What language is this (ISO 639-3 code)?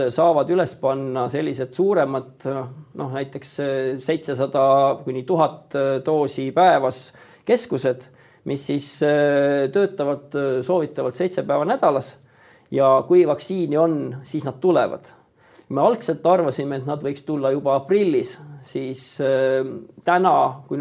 est